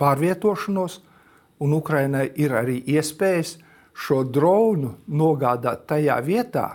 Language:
Latvian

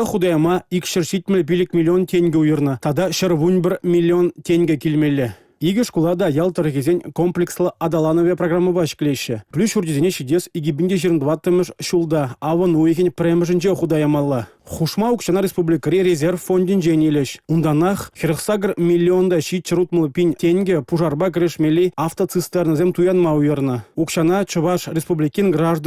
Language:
Chuvash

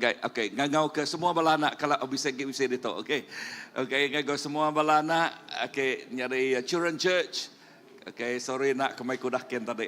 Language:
Iban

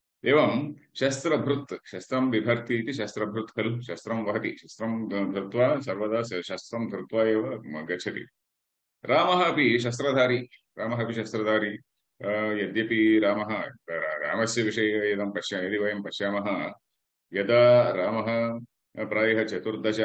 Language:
Sanskrit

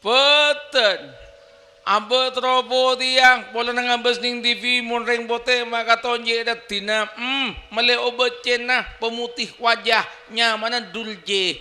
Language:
Madurese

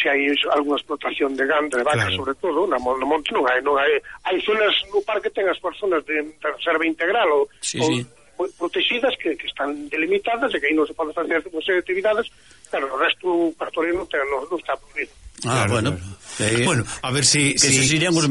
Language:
Galician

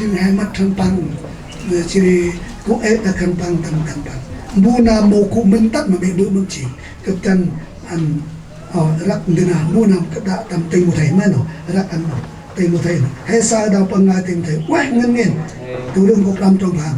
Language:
Central Mnong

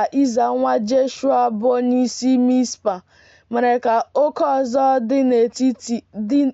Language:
Igbo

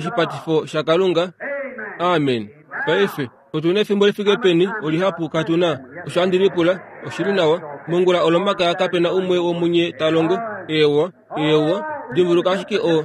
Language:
Kuanyama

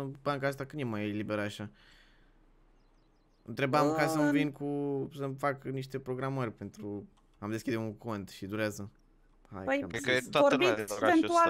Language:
Romanian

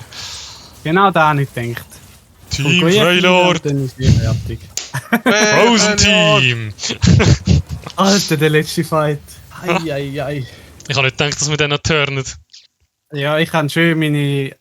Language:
Swiss German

